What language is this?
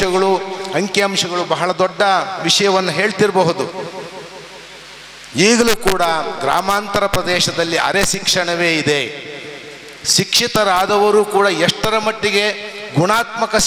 Kannada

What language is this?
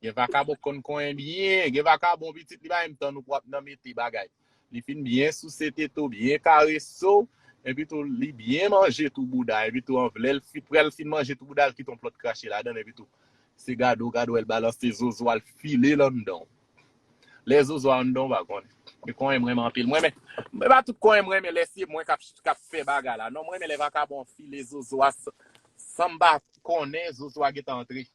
Haitian Creole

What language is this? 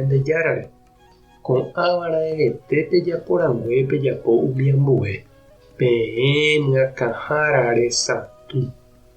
Guarani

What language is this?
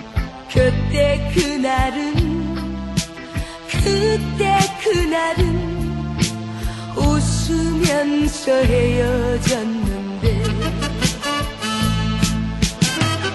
Korean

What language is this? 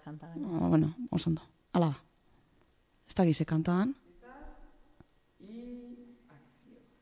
Basque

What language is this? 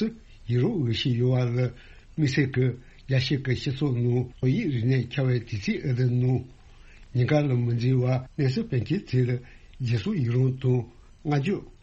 Tibetan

